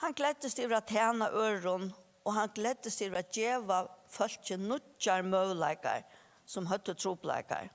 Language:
Faroese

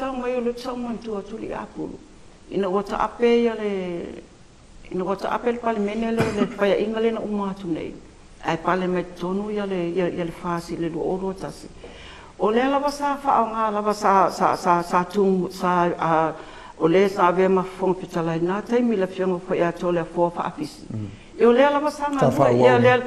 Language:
Samoan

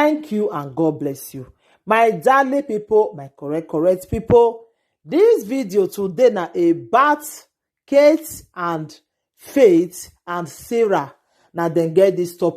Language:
Nigerian Pidgin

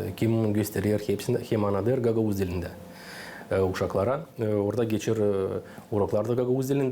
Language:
Gagauz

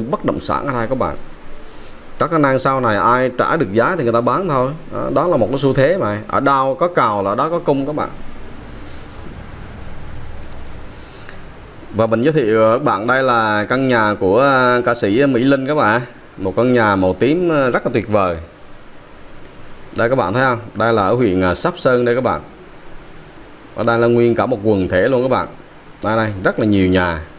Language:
Vietnamese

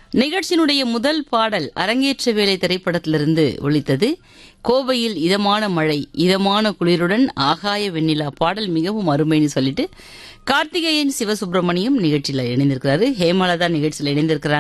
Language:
Tamil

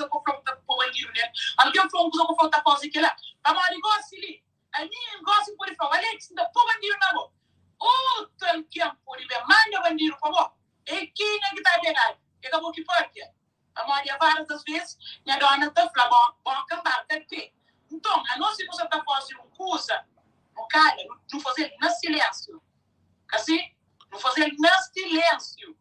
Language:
Kabuverdianu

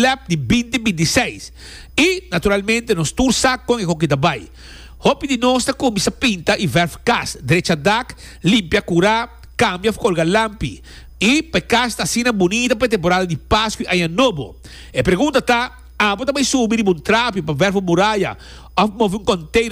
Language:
Papiamento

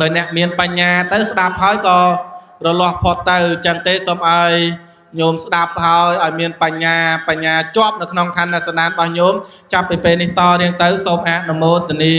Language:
Khmer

